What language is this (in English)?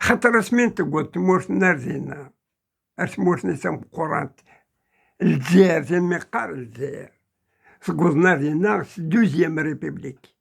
Kabyle